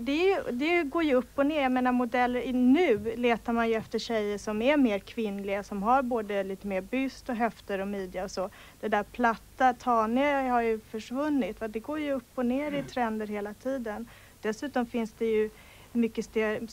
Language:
Swedish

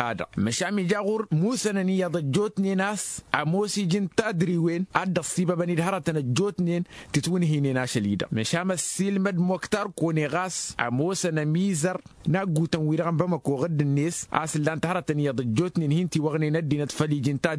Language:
Tamasheq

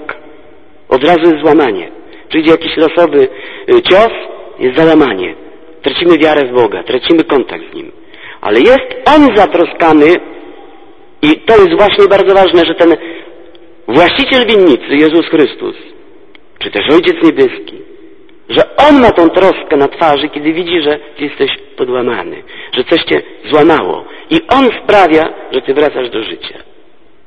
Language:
Polish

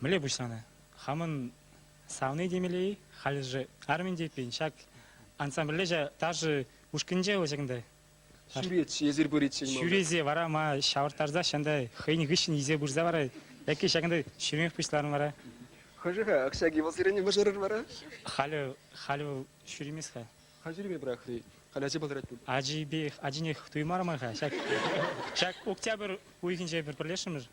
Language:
Chuvash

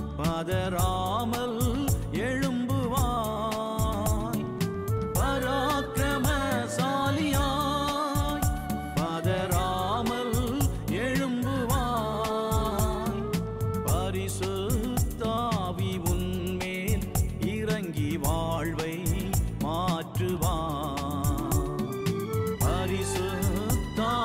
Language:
Tamil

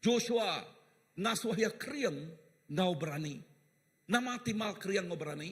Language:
Iban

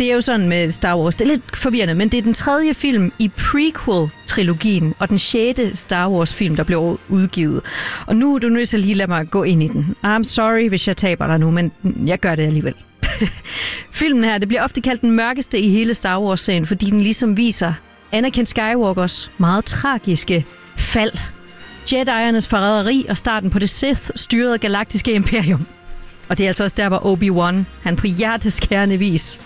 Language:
Danish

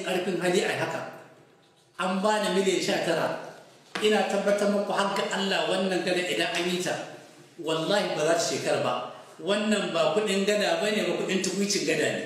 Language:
Hausa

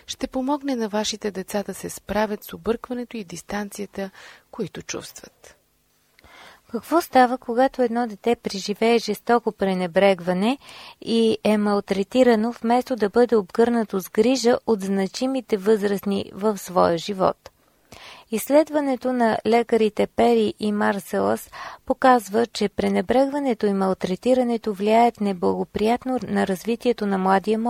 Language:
Bulgarian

